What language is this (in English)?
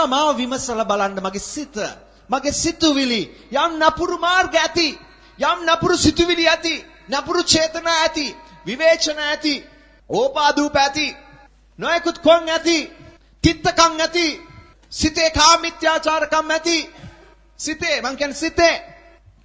Sinhala